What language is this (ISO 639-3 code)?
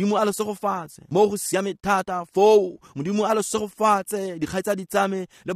tsn